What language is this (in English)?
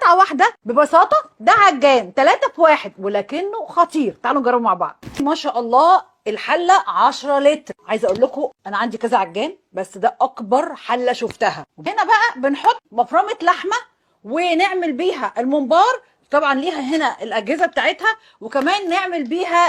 Egyptian Arabic